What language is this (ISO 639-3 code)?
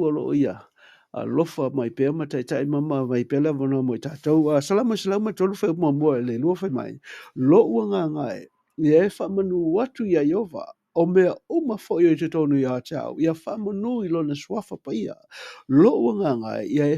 smo